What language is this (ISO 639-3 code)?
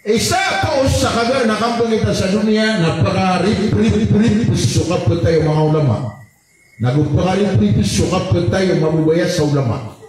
mrw